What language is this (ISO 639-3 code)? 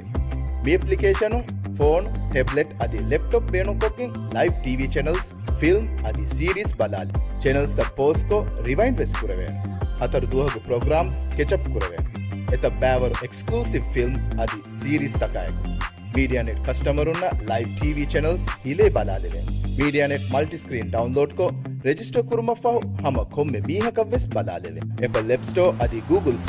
div